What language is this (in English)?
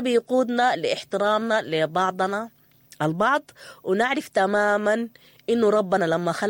Sudanese Arabic